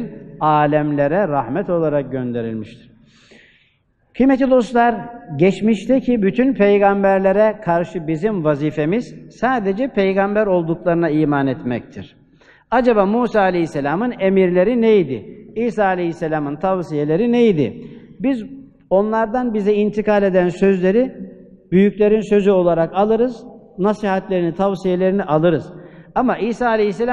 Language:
Turkish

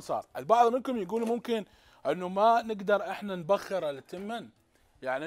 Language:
Mesopotamian Arabic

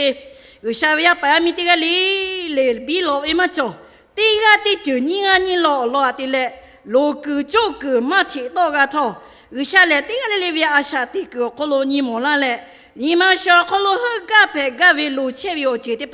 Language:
Lahu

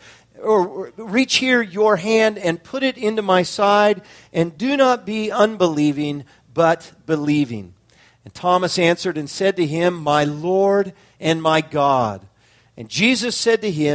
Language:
English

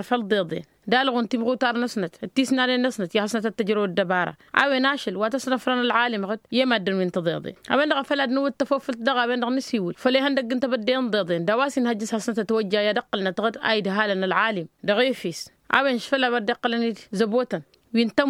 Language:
Tamasheq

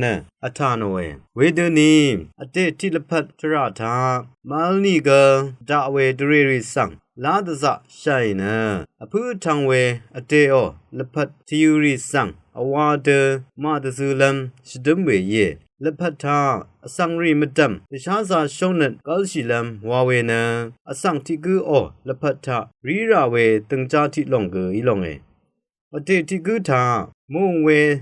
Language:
Rawang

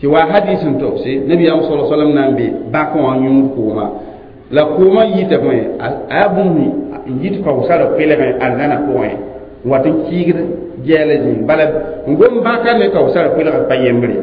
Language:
Mossi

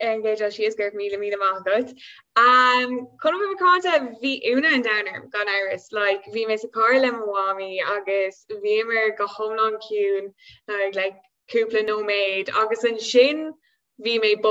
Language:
Irish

